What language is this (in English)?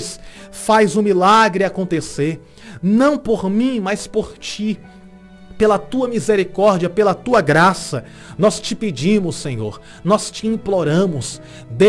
Portuguese